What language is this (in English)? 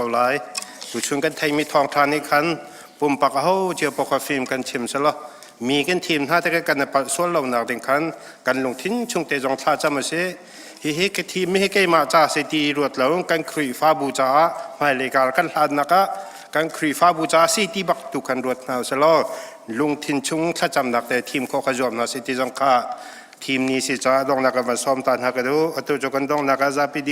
Hakha Chin